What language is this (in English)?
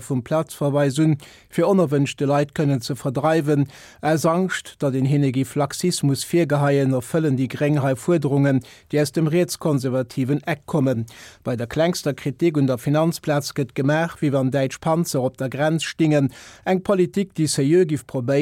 Luxembourgish